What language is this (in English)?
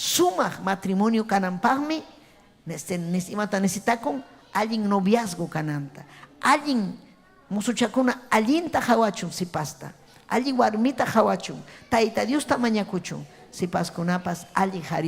Ayacucho Quechua